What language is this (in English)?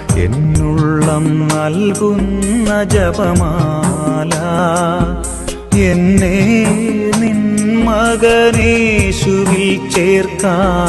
Malayalam